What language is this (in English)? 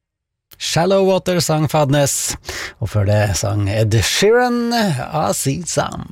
Norwegian